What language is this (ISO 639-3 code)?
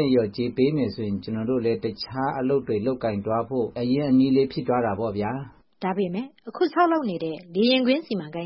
mya